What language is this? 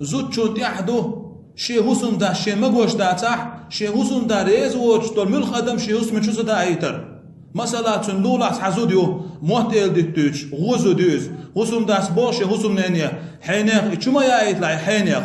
Chechen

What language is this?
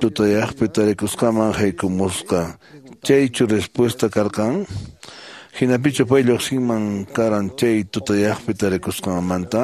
Quechua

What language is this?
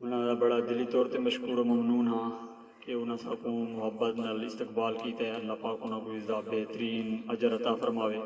Saraiki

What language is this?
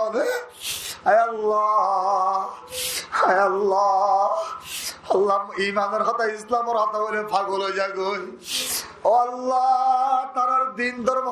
Rohingya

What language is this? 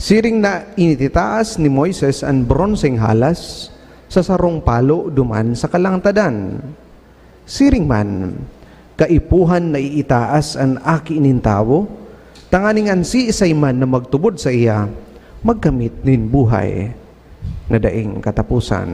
Bikol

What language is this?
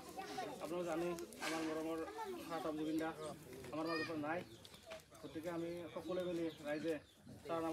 Assamese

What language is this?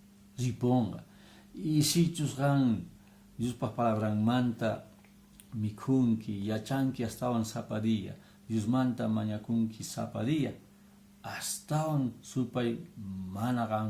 Quechua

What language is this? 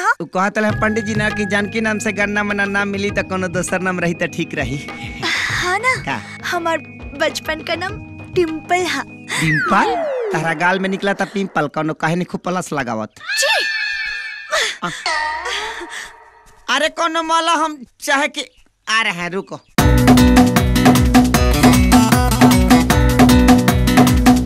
Bhojpuri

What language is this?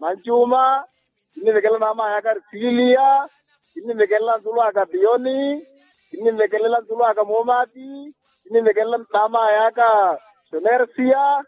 Makhuwa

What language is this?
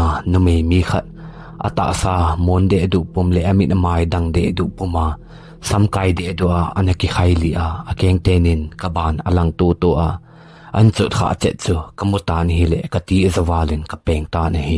Thado Chin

